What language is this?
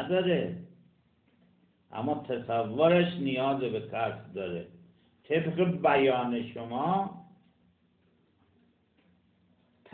Persian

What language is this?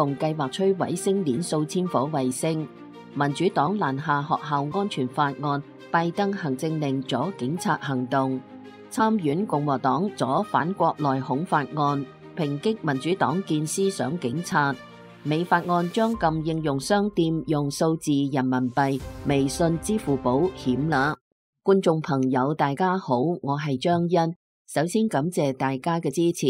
Cantonese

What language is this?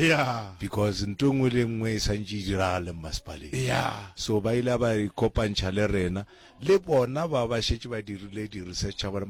Northern Sotho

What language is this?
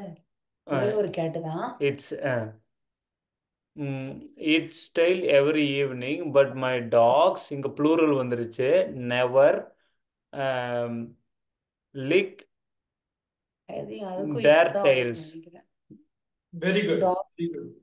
Tamil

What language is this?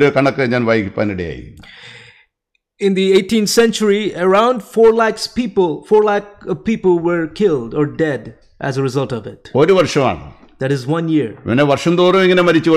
Malayalam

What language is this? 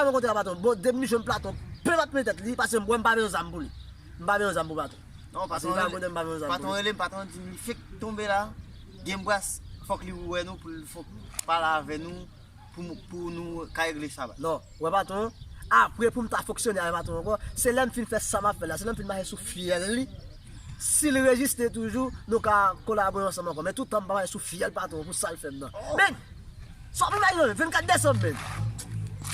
Haitian Creole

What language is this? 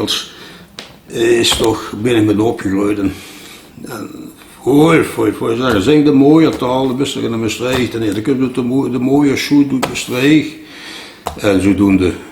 Limburgish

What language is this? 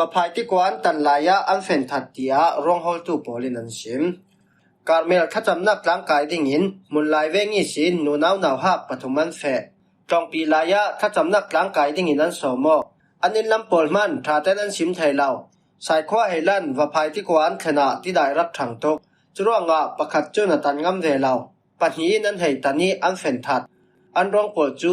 Falam Chin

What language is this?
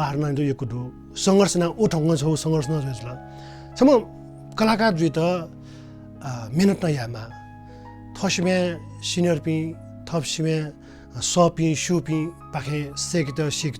Newari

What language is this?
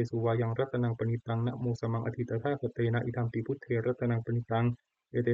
Pali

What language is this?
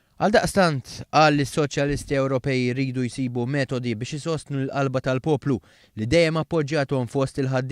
Maltese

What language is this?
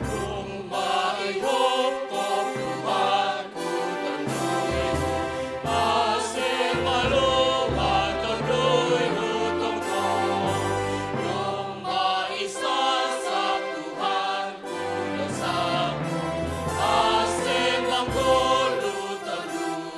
Batak Simalungun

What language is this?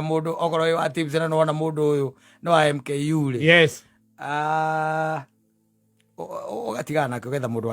Kikuyu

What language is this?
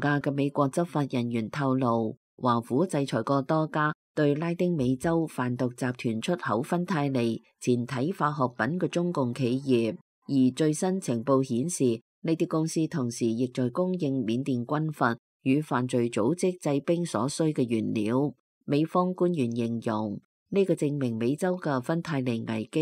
Cantonese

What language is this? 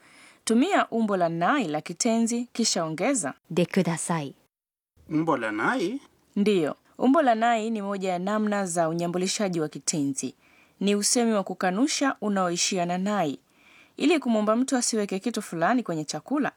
Swahili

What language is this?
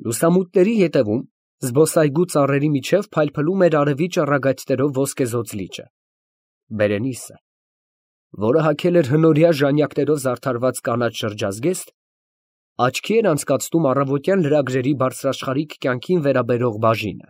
Armenian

